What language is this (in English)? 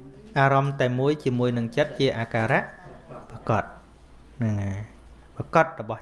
Khmer